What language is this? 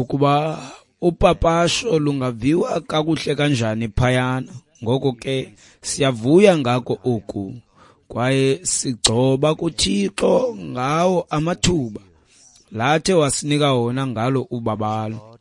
Xhosa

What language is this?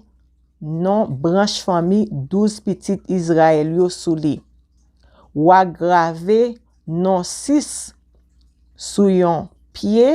Haitian Creole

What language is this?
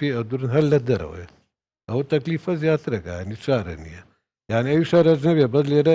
Central Kurdish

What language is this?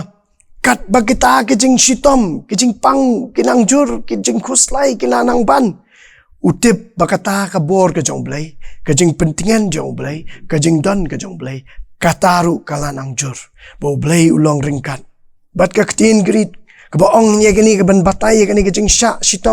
Khasi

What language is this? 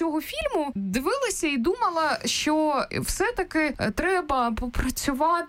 Ukrainian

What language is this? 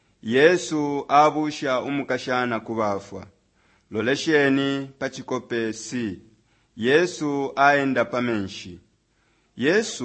Bemba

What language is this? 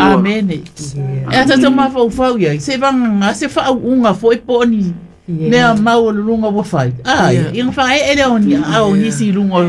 Samoan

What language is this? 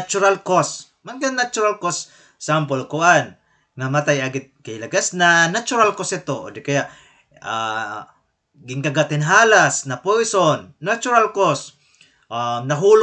Waray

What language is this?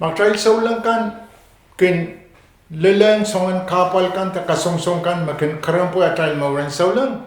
Pohnpeian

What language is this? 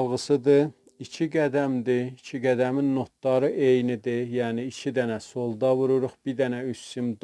South Azerbaijani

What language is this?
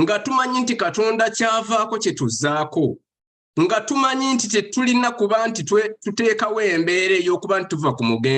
Ganda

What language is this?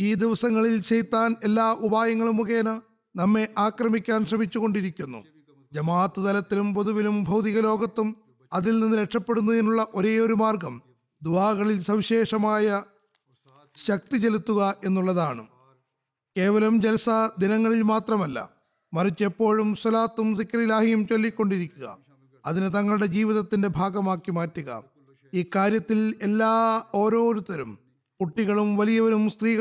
Malayalam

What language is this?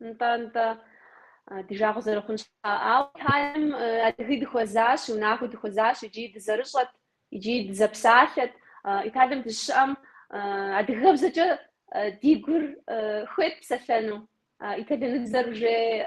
Kabardian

